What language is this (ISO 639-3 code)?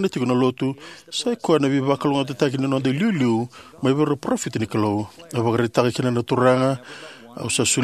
fij